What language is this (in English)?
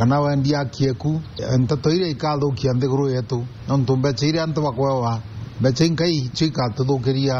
Meru